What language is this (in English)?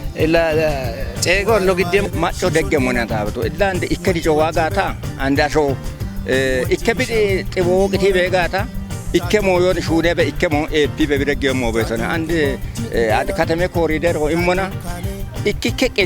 Kafa